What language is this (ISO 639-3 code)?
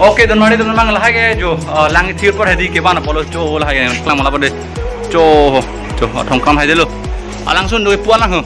mjw